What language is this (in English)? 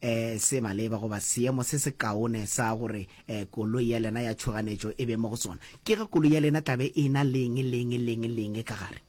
Northern Sotho